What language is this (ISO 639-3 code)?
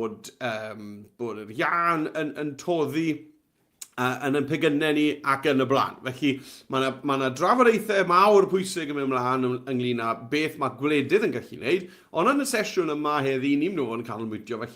cym